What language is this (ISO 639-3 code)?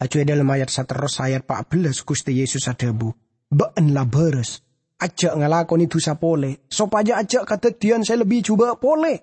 mad